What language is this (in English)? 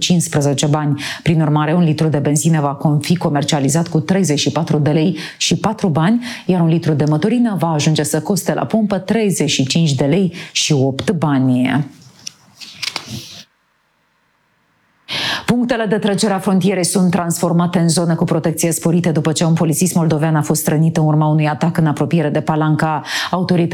Romanian